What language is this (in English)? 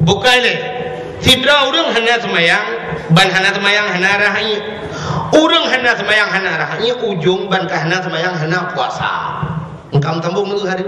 Achinese